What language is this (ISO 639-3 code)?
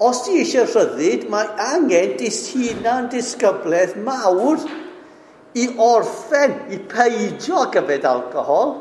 cym